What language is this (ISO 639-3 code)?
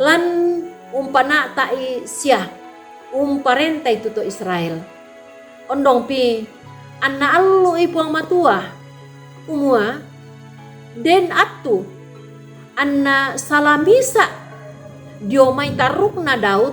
sda